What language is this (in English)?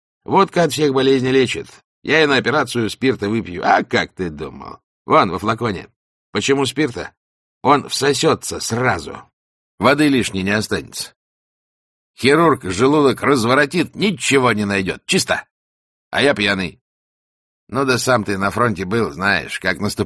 Russian